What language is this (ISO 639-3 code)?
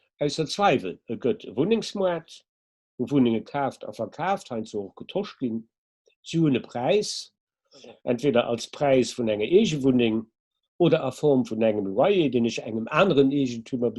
ltz